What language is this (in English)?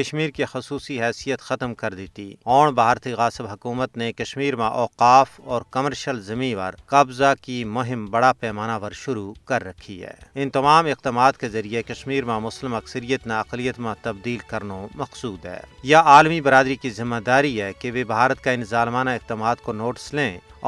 Gujari